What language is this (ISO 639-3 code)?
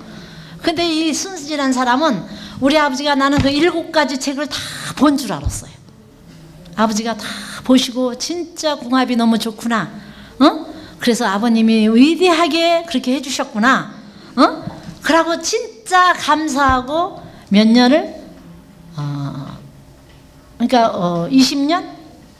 kor